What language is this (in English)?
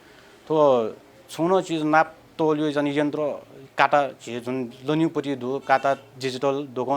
Newari